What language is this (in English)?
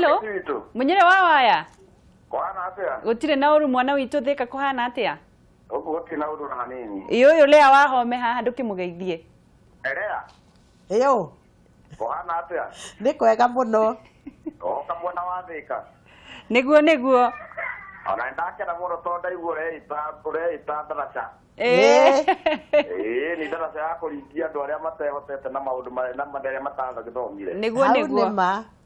Kikuyu